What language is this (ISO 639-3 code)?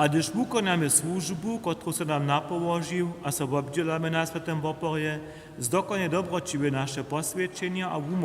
hsb